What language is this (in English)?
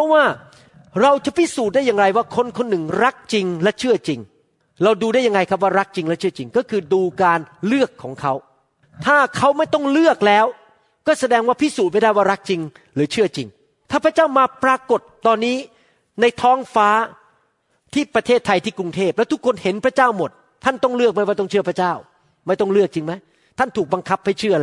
Thai